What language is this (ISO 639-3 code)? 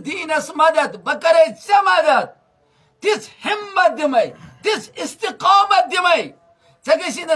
kas